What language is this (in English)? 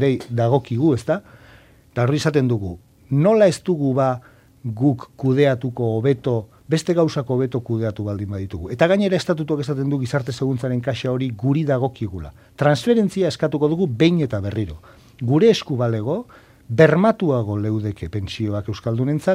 Basque